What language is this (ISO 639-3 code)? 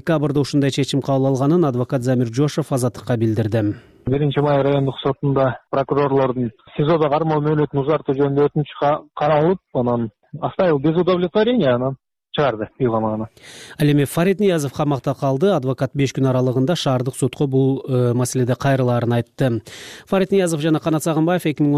kir